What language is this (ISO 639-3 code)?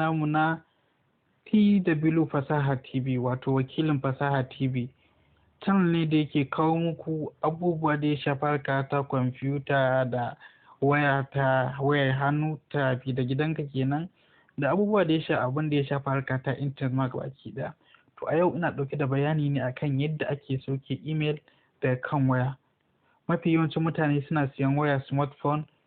hau